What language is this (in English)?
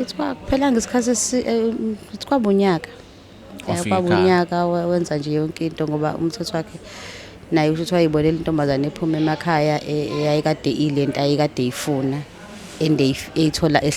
Zulu